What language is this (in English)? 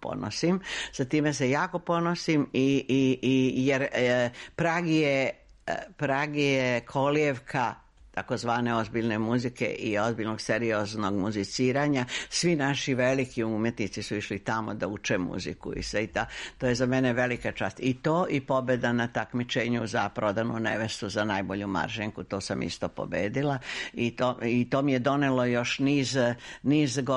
Serbian